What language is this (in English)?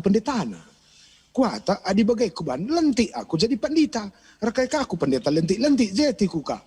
Batak Karo